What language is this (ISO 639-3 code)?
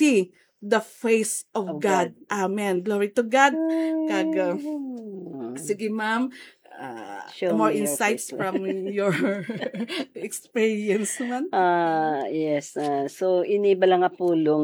hil